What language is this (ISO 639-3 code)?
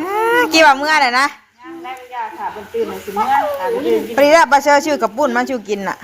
tts